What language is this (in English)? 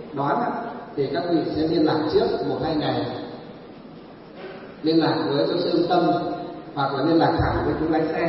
Vietnamese